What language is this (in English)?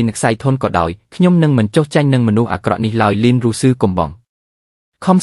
Khmer